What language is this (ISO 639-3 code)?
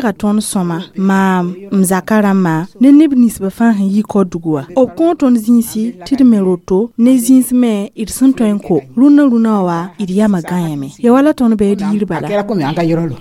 mos